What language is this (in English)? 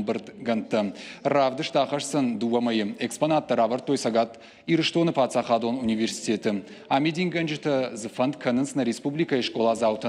Ossetic